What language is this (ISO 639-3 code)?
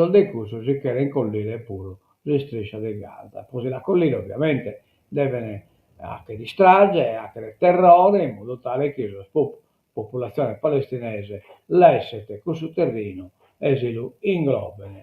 srd